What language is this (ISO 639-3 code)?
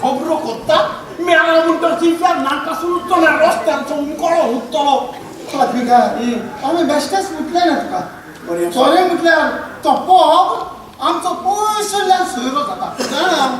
kok